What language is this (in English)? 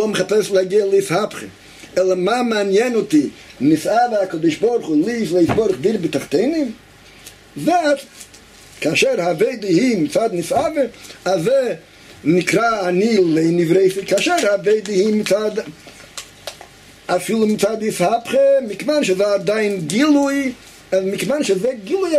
Hebrew